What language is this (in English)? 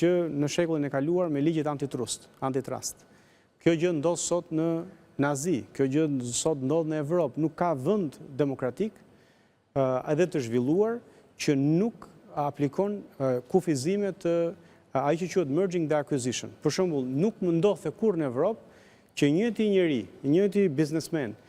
Albanian